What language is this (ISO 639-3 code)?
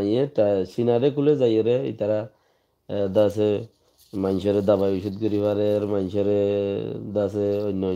rhg